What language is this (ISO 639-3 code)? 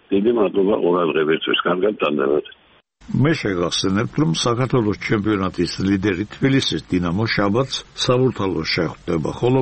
kat